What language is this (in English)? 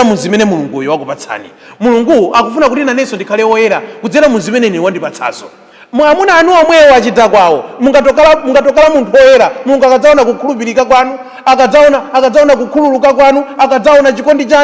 Nyanja